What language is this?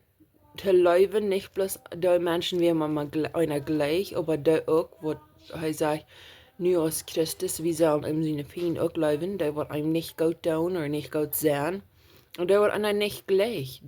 Plautdietsch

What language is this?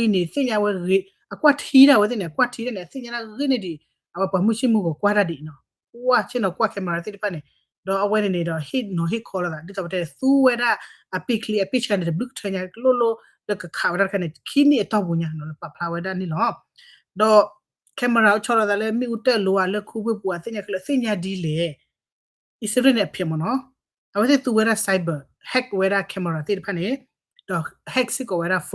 S'gaw Karen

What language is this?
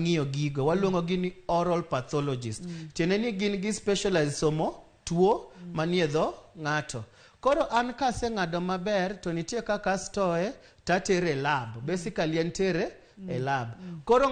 Luo (Kenya and Tanzania)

